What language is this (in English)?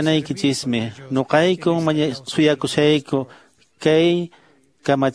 Quechua